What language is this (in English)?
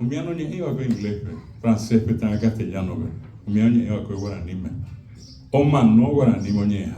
Guarani